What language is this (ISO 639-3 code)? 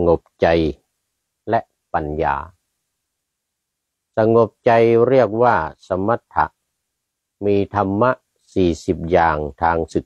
tha